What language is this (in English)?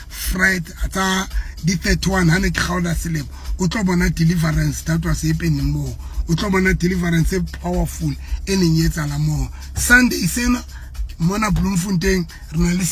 Southern Sotho